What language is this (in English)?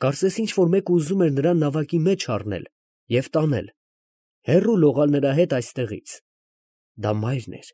Armenian